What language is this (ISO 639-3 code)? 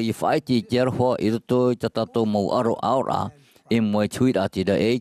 tah